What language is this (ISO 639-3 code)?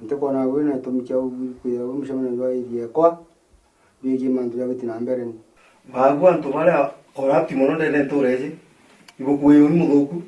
mer